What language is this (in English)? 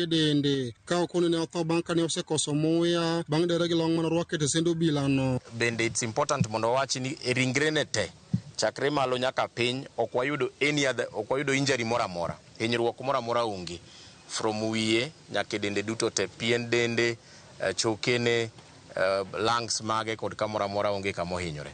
Luo (Kenya and Tanzania)